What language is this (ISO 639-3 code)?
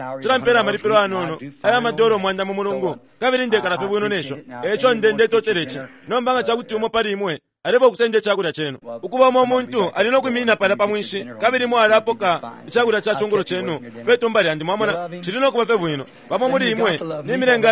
bem